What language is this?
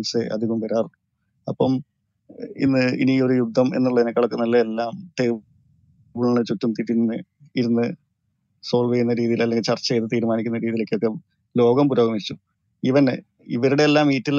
Malayalam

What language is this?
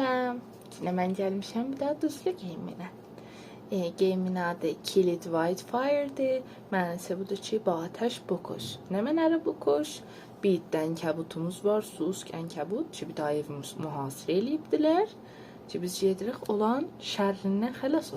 South Azerbaijani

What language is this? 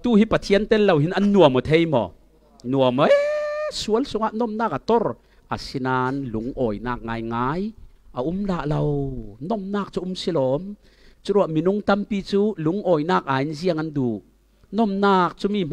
Falam Chin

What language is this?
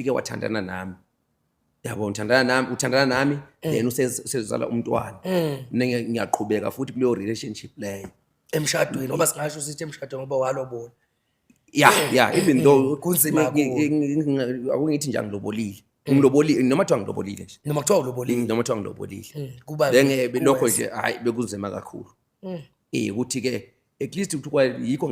Zulu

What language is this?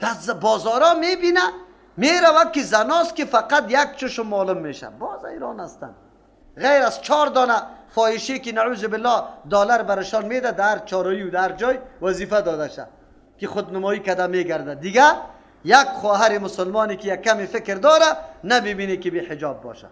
Persian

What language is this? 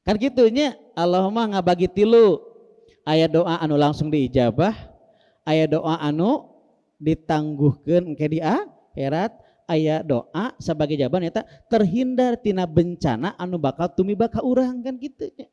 Sundanese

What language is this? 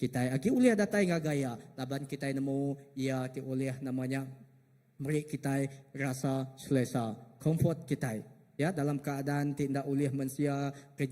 Iban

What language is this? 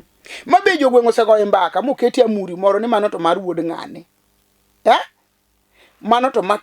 Luo (Kenya and Tanzania)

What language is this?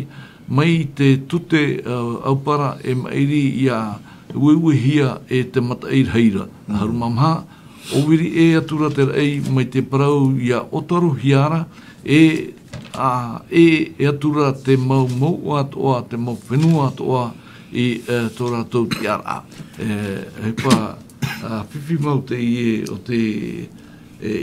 Tahitian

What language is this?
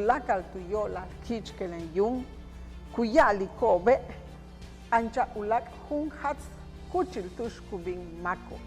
Yucateco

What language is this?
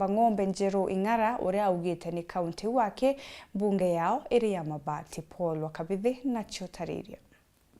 Meru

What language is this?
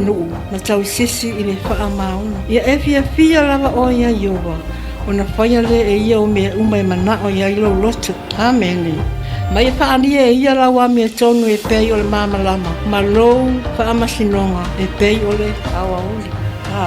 Samoan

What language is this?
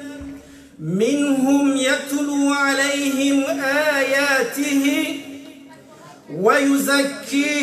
Arabic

